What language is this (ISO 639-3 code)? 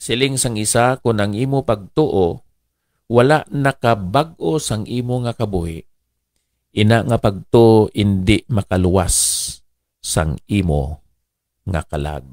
hil